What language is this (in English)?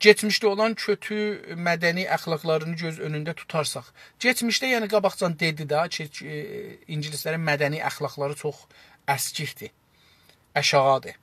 South Azerbaijani